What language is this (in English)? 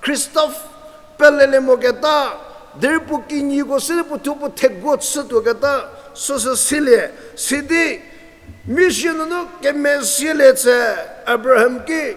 Angami Naga